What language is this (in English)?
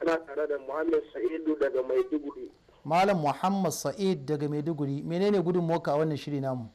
Hausa